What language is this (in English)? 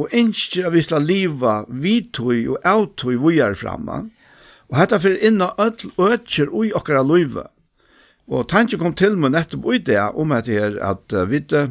Faroese